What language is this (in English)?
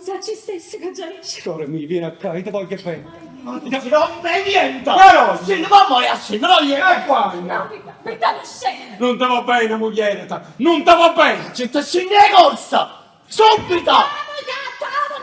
Neapolitan